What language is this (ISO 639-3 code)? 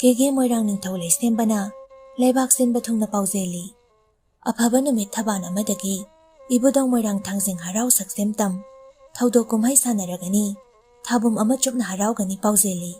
mni